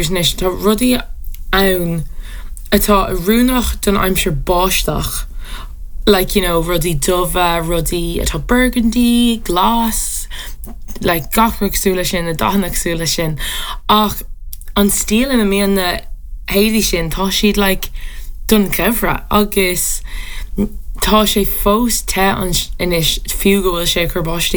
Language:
Irish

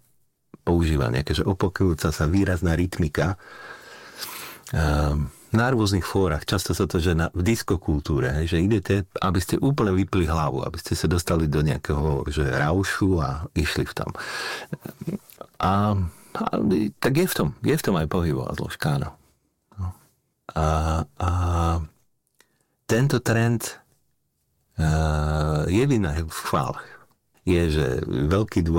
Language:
Slovak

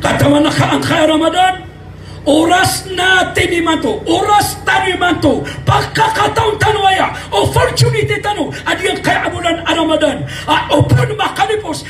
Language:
Maranao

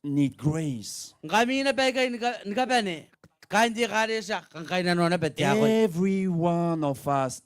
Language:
Gilbertese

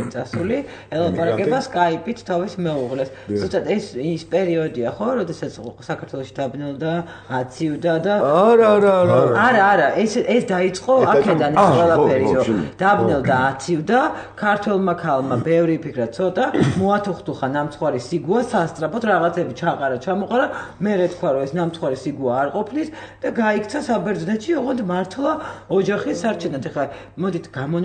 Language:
Georgian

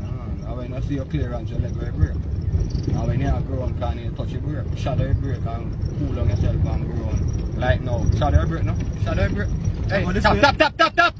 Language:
Jamaican Creole English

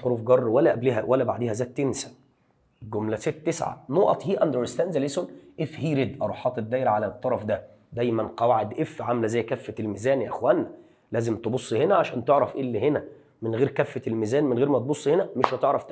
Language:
Egyptian Arabic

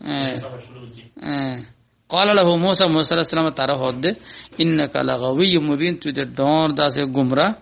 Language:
Rohingya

